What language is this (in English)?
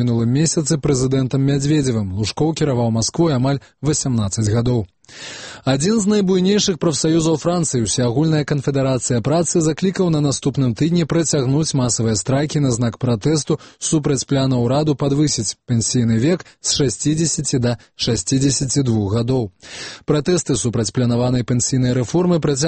Belarusian